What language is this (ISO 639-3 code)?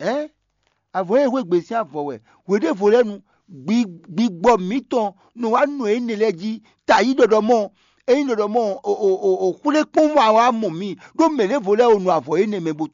fon